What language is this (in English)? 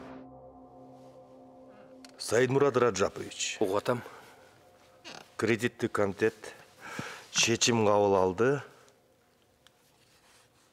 Kyrgyz